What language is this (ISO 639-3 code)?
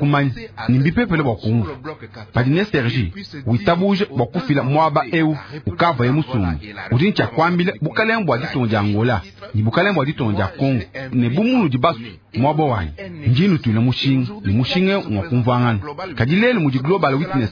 lua